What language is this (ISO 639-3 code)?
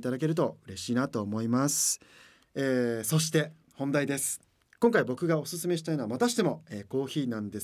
jpn